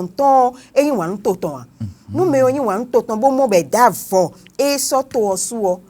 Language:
Fon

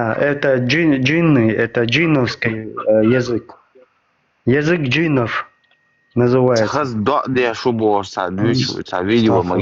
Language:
Chechen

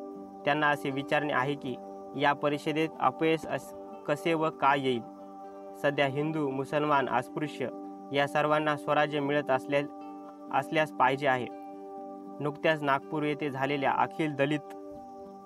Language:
Marathi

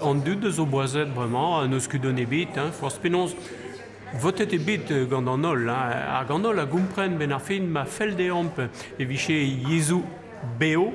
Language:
Breton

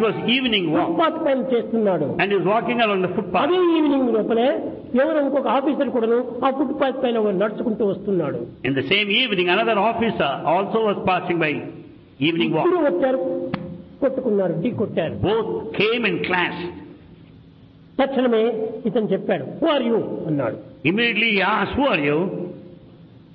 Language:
Telugu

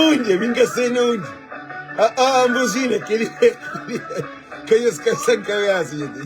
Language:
Kabuverdianu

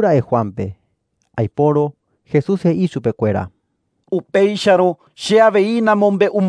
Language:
Guarani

